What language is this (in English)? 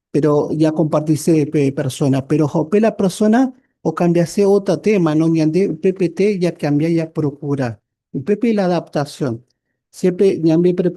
Guarani